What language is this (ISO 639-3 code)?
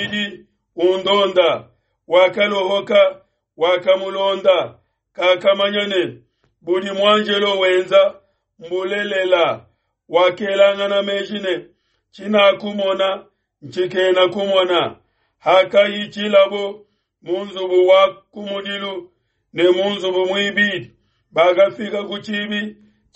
lua